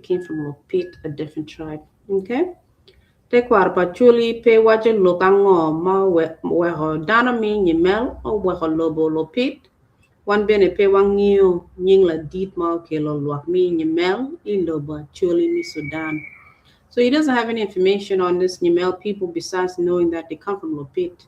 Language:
Acoli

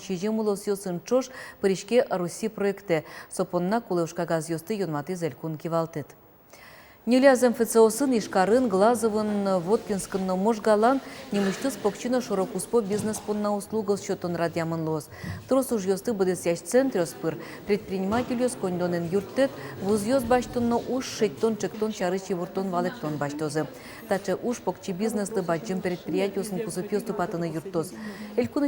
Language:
Udmurt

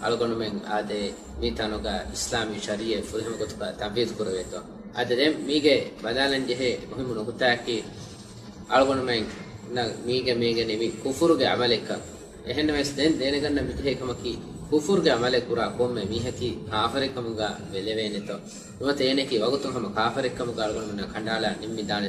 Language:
Divehi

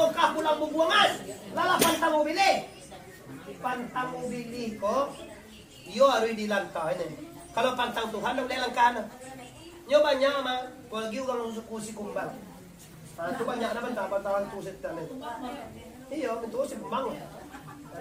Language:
Minangkabau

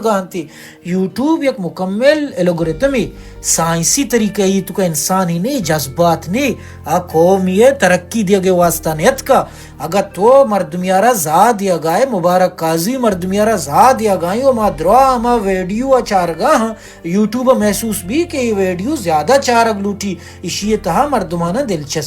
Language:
Baluchi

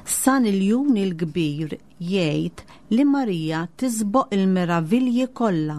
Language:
Maltese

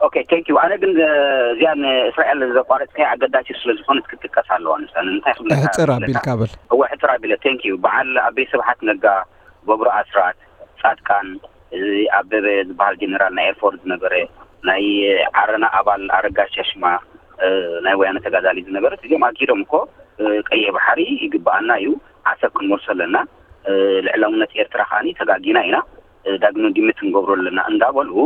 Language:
Tigrinya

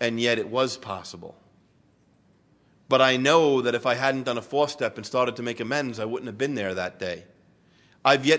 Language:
English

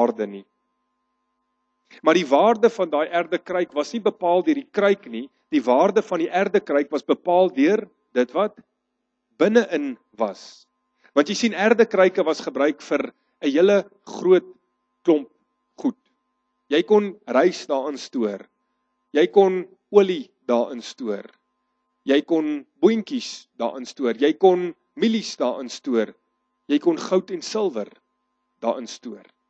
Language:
Afrikaans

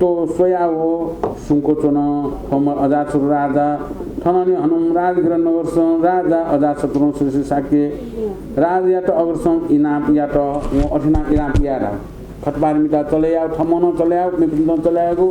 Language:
Newari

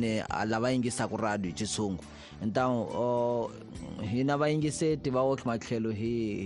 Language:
Tsonga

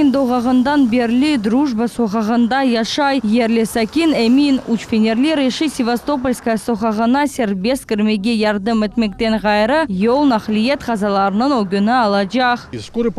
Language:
Crimean Tatar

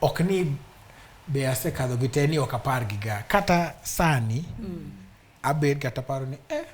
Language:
Luo (Kenya and Tanzania)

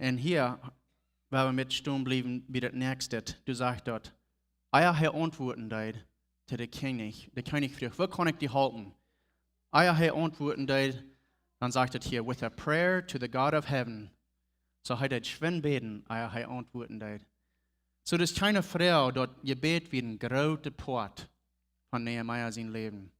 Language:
Plautdietsch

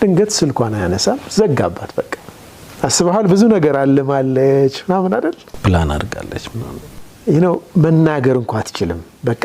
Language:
Amharic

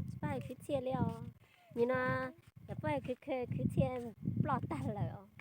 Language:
Hmong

